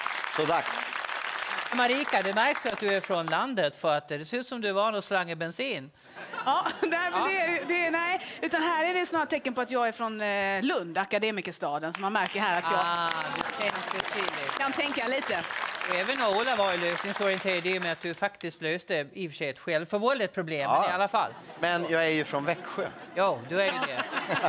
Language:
Swedish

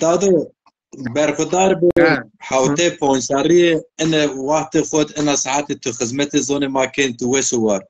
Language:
Zaza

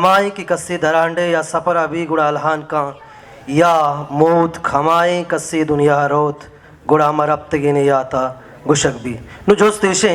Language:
Baluchi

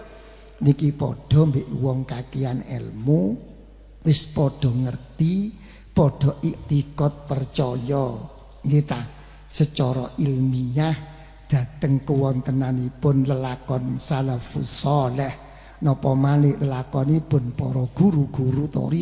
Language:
Javanese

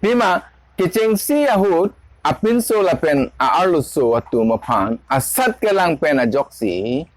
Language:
Karbi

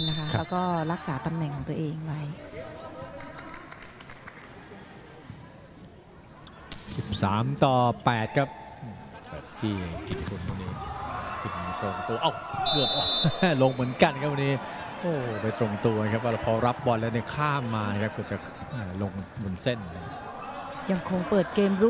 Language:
Thai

